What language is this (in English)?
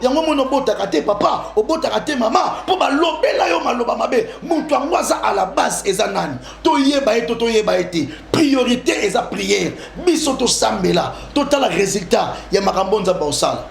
Lingala